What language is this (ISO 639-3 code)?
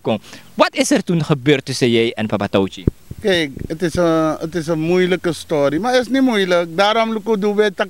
srn